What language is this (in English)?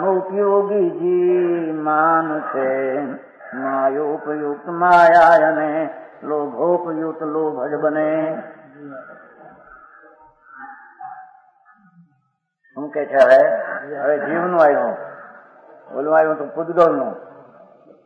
Gujarati